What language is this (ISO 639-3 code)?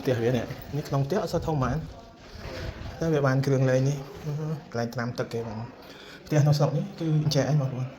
khm